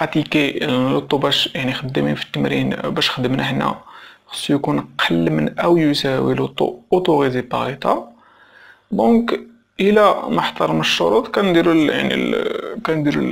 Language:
Moroccan Arabic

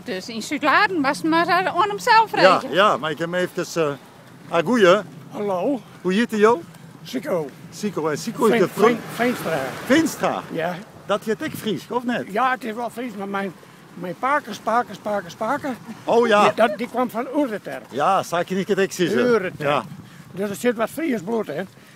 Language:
Western Frisian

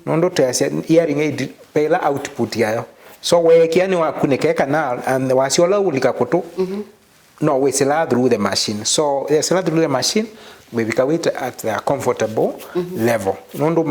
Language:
Kamba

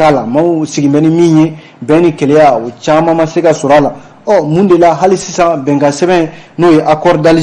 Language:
Bambara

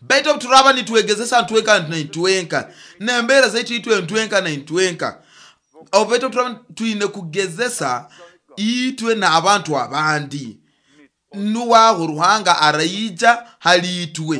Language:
Nyoro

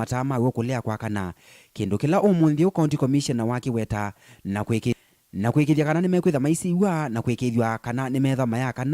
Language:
Kamba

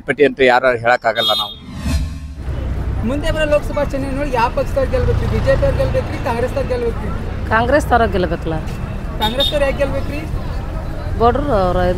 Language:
Kannada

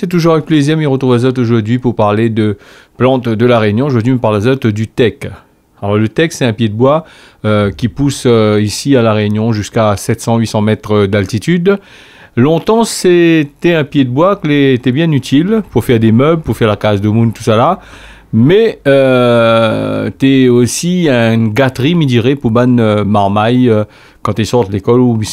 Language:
Réunion Creole French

